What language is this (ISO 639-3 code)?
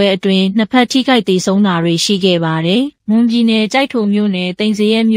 mya